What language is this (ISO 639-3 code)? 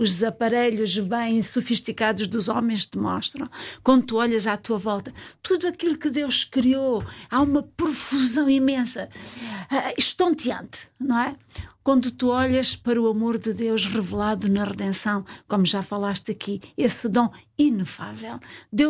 por